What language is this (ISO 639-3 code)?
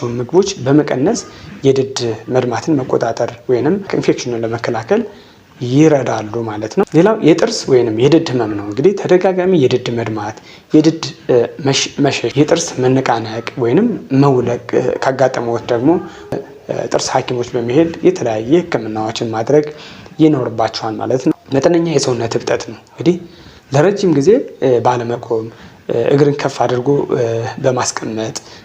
amh